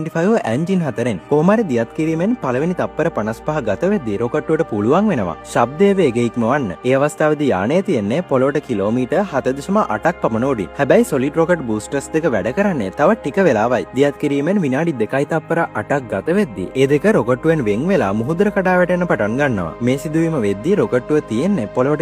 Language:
Sinhala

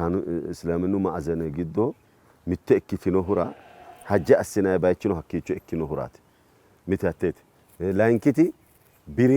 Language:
Sidamo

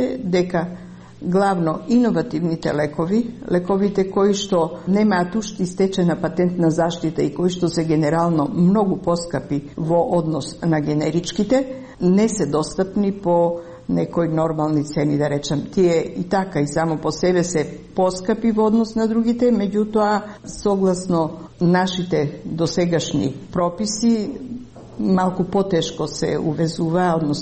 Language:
Macedonian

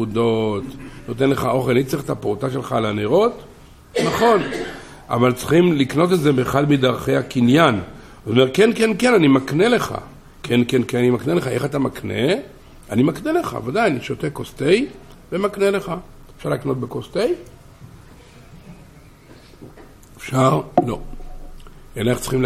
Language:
Hebrew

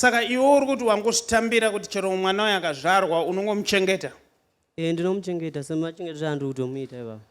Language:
Shona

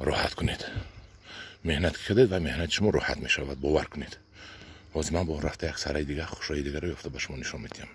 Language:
Tajik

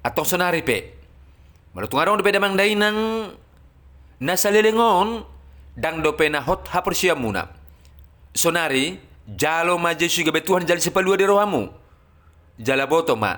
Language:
Batak Toba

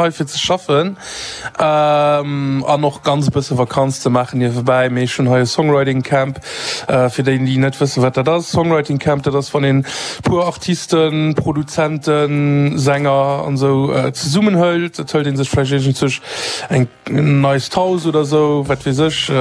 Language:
Luxembourgish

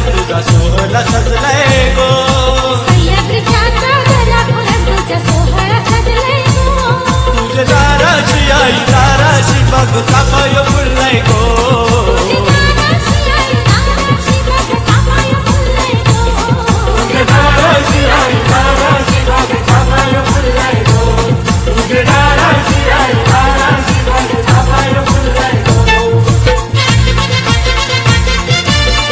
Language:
Marathi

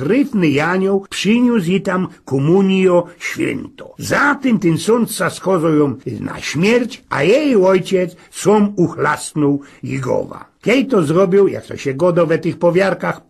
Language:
Silesian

